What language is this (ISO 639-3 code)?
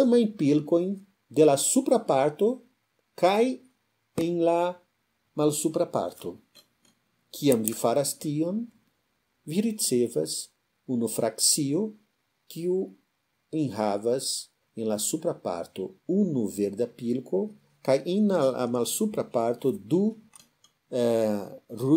epo